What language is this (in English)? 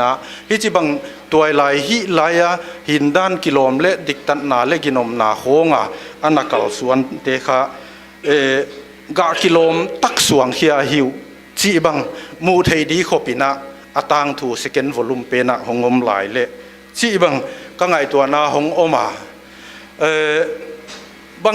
Paite Chin